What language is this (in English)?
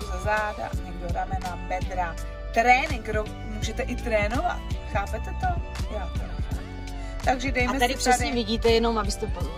Czech